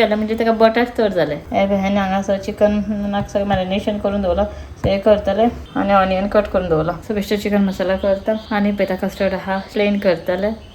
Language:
Konkani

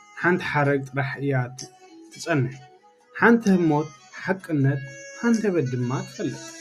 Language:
Tigrinya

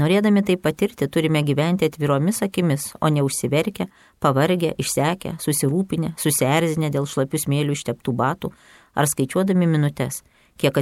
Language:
Lithuanian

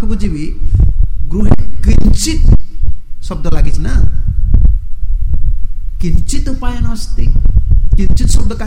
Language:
Odia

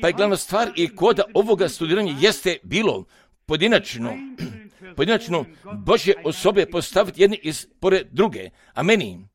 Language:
Croatian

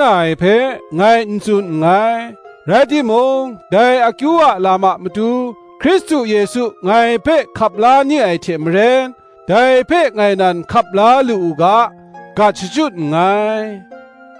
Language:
Kachin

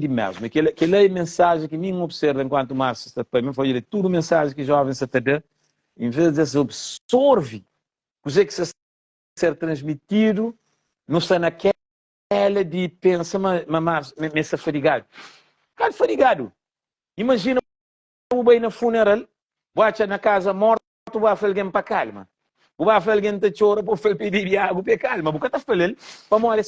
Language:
Kabuverdianu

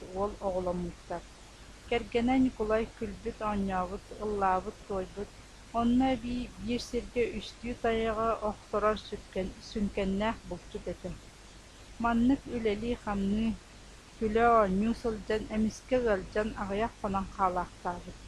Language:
Yakut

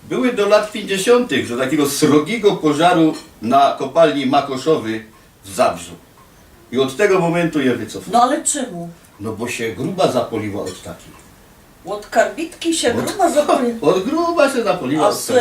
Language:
Silesian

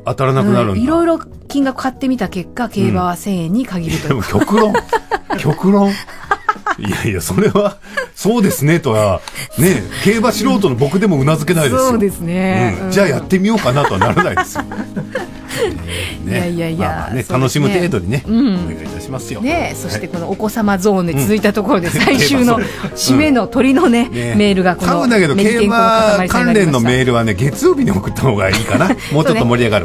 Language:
Japanese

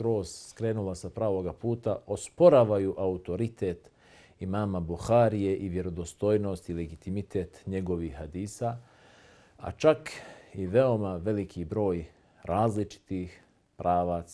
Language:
Bosnian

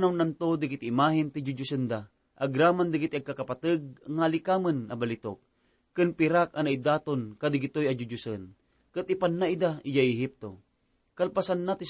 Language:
Iloko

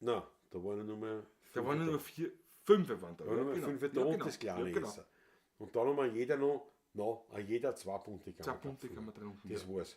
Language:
Bavarian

